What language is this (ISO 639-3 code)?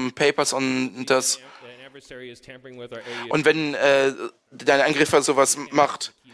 deu